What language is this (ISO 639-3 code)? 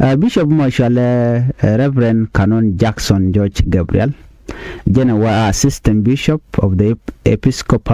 nus